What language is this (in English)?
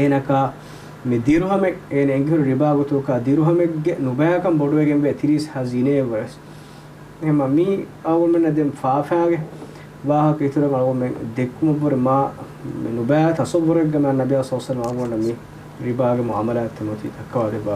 Divehi